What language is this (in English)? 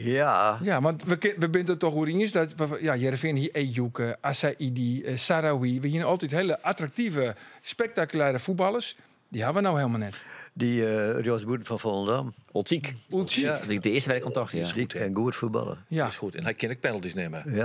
Western Frisian